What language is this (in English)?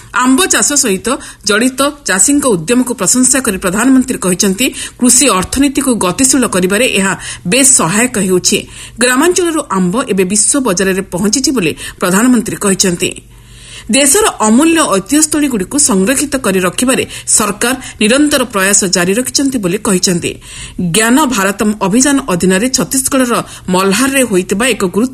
Odia